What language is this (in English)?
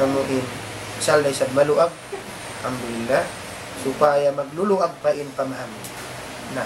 Tausug